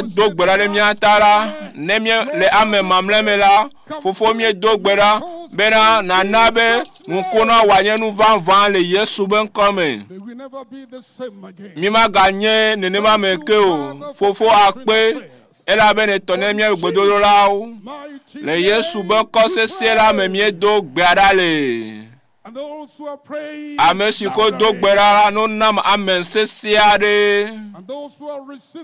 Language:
Ewe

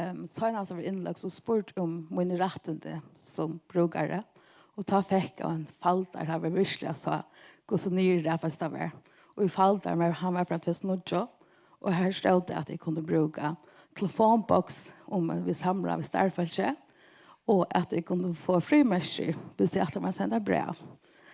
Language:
Faroese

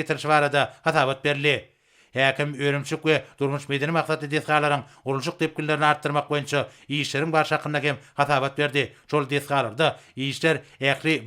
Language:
Turkmen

